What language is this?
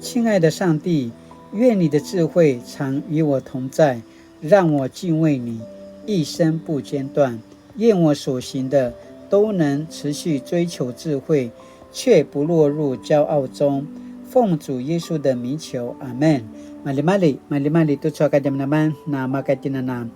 Paiwan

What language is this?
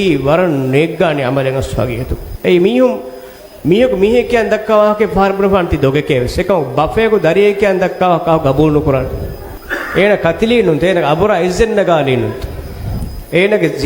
Divehi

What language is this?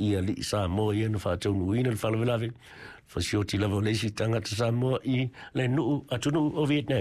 Samoan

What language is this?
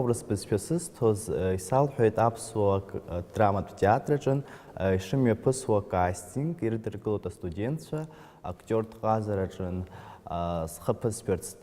Abkhazian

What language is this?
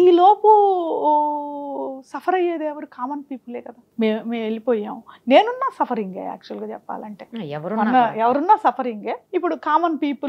Telugu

